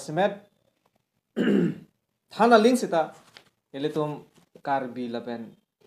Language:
Karbi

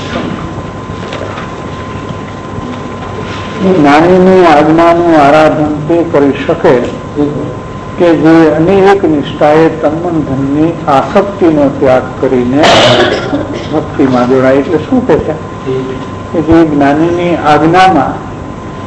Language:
Gujarati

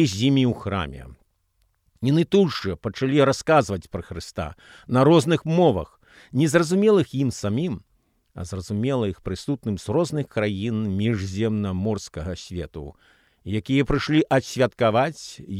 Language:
Belarusian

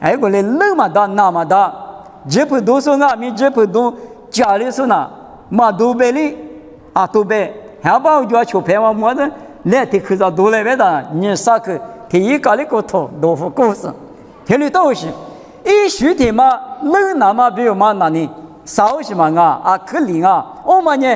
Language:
Lisu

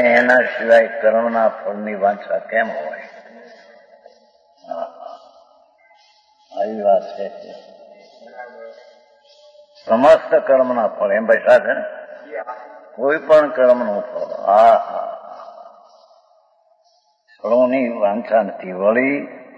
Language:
Gujarati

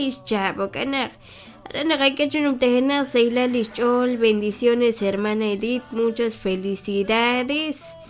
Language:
Kekchí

